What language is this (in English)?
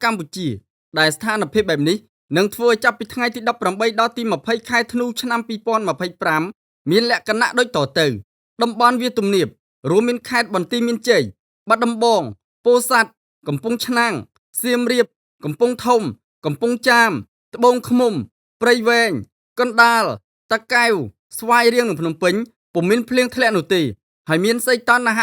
Khmer